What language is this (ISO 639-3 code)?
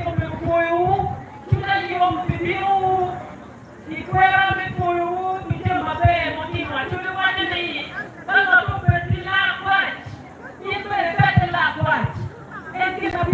ach